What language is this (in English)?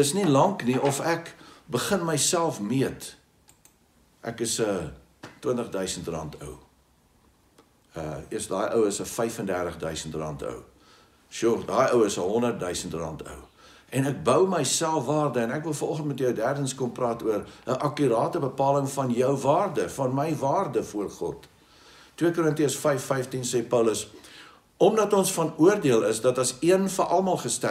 Afrikaans